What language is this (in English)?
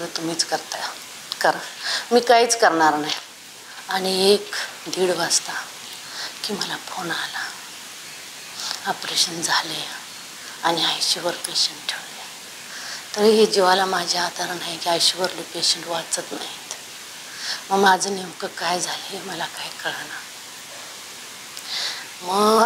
Marathi